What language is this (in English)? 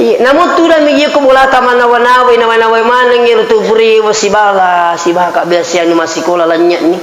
Buginese